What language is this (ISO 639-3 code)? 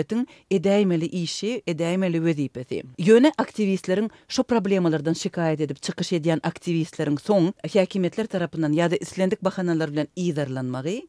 tuk